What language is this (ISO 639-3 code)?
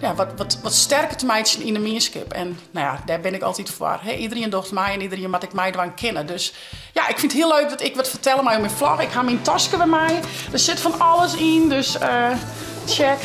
fry